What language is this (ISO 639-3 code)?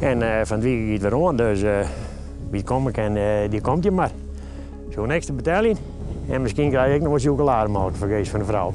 fry